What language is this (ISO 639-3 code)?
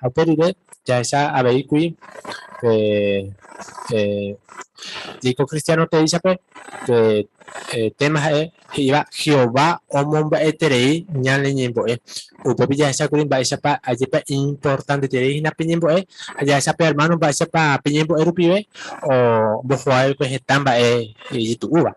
grn